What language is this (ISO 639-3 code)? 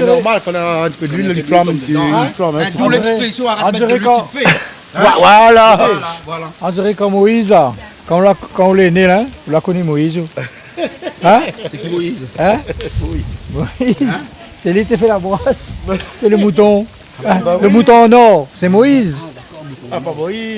rcf